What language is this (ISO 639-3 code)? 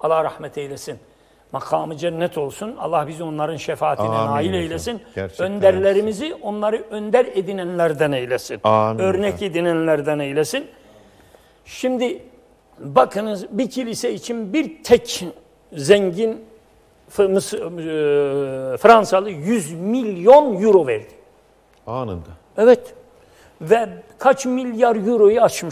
tur